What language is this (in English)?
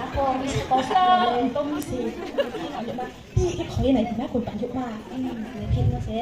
Riang (India)